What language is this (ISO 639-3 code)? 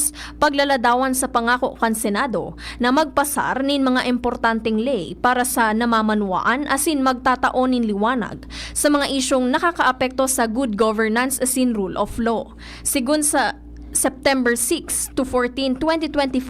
bik